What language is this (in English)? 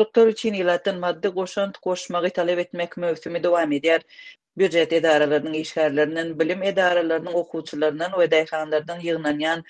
Kyrgyz